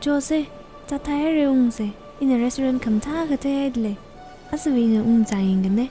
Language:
Tangkhul Naga (India)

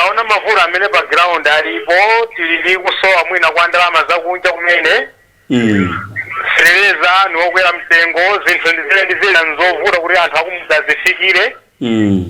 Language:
Nyanja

